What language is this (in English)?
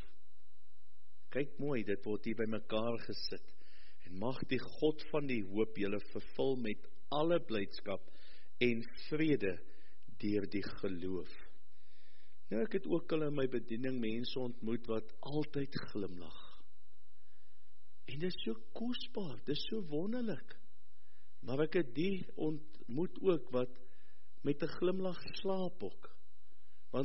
Afrikaans